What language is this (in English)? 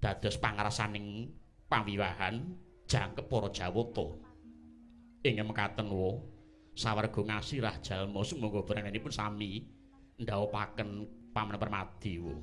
Javanese